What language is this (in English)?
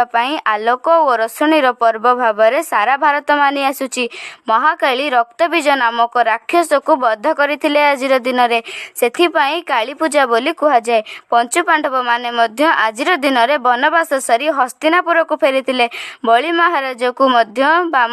Odia